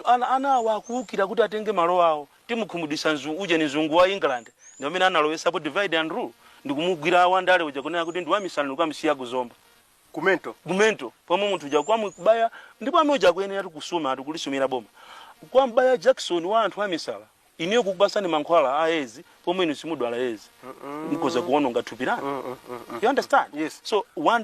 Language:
Nyanja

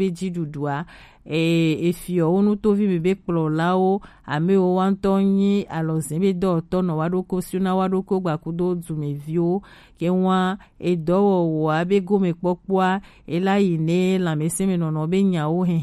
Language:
Gen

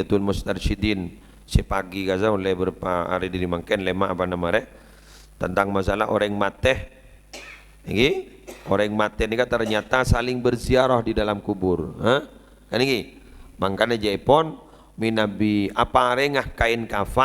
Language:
Madurese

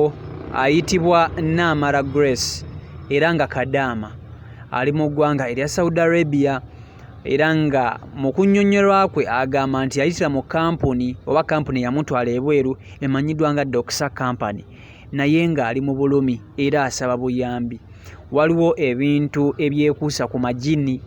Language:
Ganda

